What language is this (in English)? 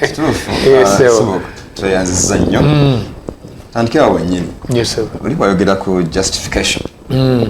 Ganda